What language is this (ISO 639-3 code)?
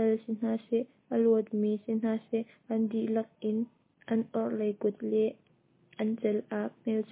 cnh